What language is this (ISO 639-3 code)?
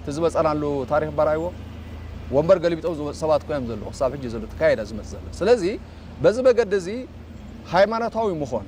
tir